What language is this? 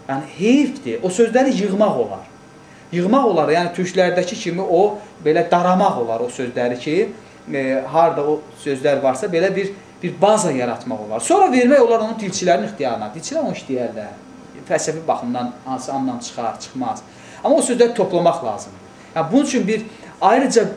Azerbaijani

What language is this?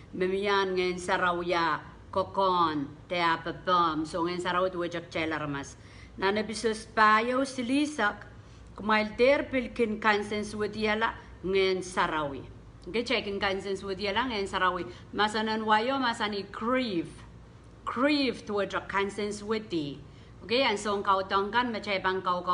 Pohnpeian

